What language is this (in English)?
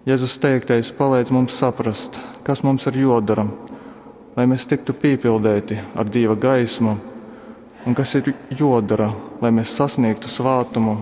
Latgalian